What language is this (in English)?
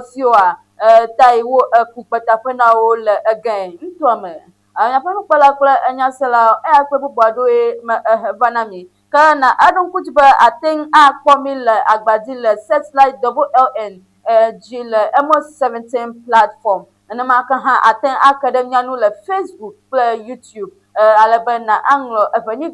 Ewe